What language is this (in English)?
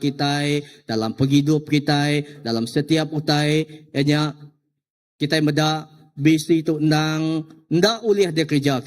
Iban